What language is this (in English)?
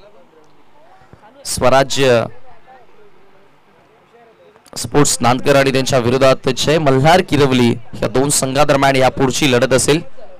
Marathi